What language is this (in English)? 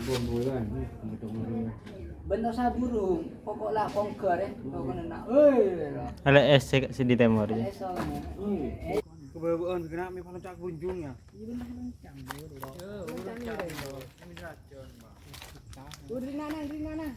Madurese